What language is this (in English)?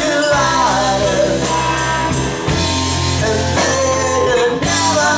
English